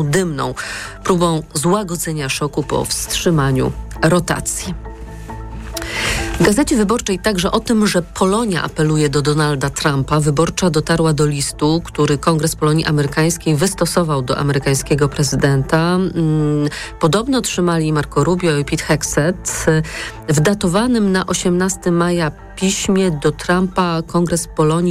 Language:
Polish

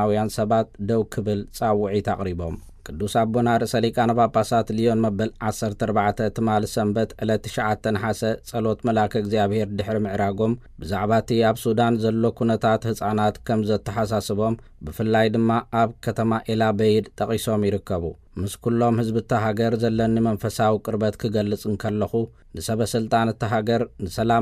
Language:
Tigrinya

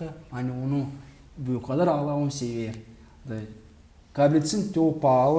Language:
Gagauz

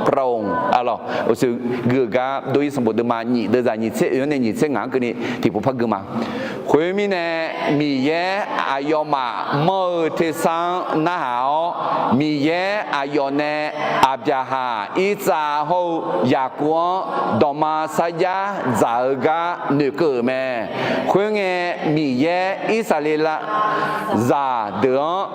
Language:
Akha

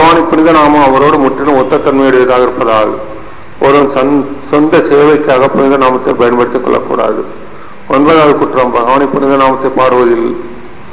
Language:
Tamil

